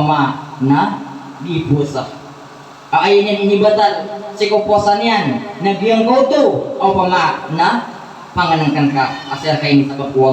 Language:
Maranao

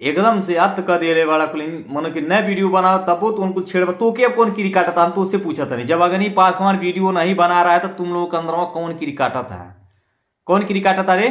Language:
Bhojpuri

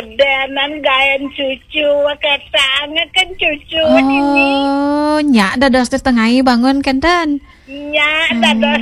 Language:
Balinese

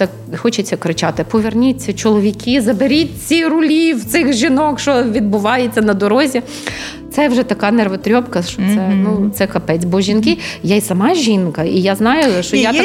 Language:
Ukrainian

